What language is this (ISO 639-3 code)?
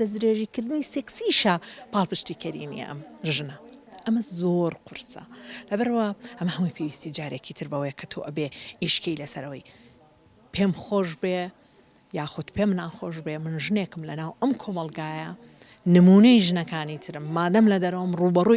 ckb